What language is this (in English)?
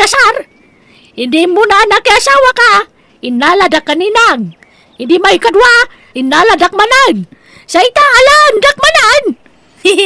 Iloko